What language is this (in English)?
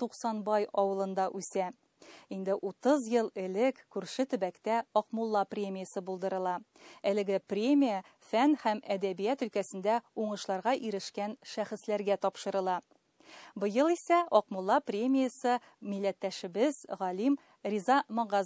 Tatar